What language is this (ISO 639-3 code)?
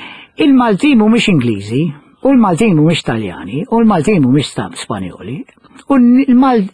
mlt